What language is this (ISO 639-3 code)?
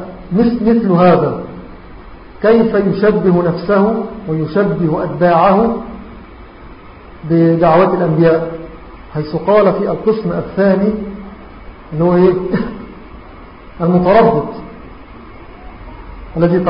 ara